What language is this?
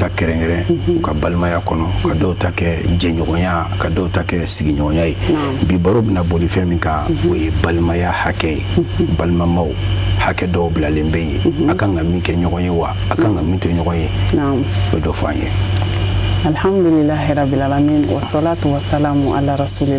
Bambara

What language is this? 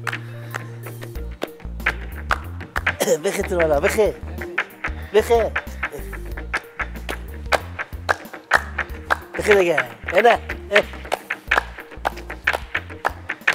Persian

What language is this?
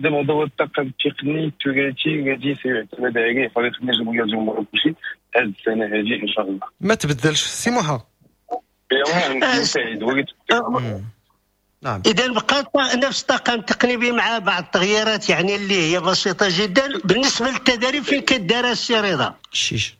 Moroccan Arabic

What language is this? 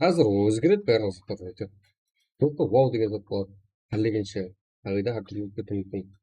Kara-Kalpak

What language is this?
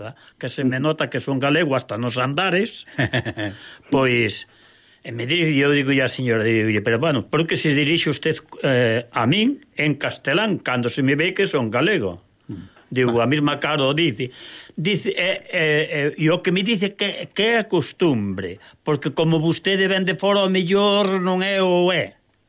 Galician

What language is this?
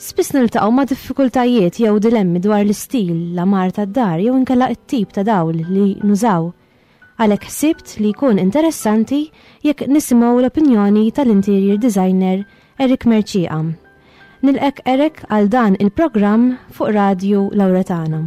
Maltese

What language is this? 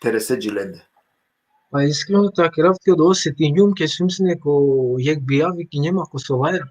Balkan Romani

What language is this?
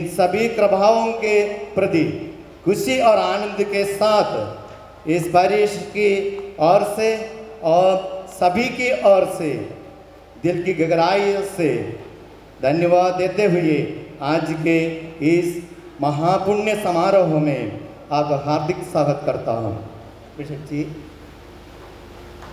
Hindi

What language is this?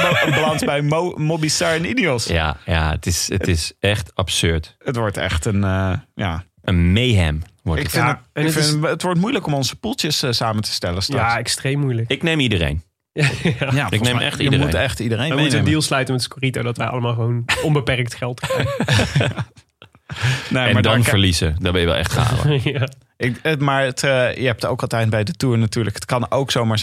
Dutch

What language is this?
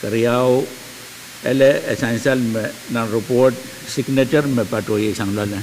Pohnpeian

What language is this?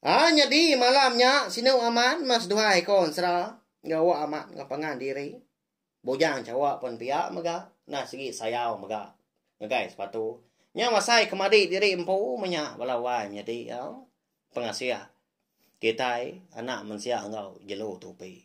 Iban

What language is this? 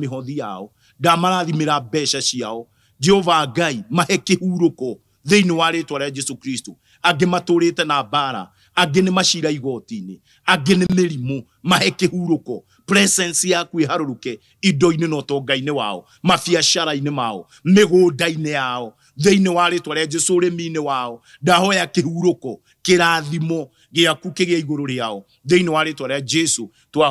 Kikuyu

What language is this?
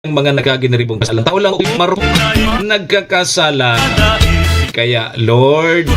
Bikol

